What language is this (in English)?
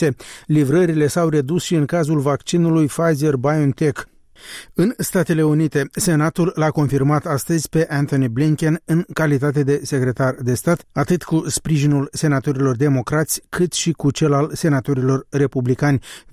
Romanian